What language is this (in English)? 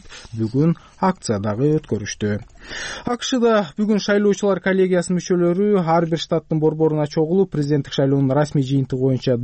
Kyrgyz